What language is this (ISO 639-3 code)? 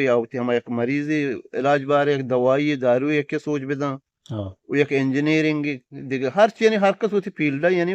bgp